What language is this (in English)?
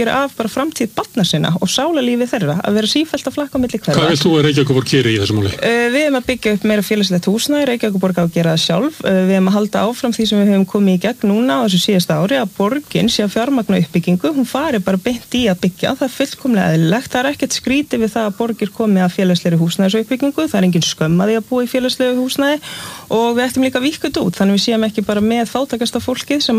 Icelandic